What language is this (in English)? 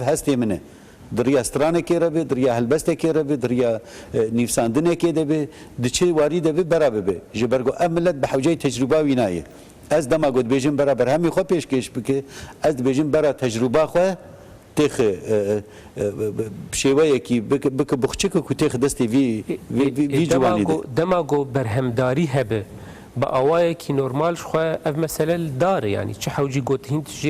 Kurdish